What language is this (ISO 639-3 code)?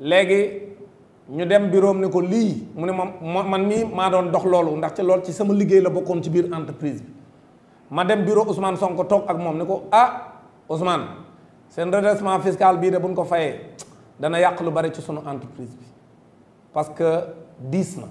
wol